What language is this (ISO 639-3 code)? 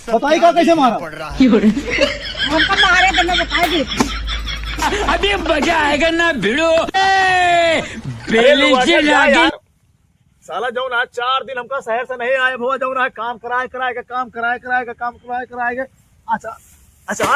awa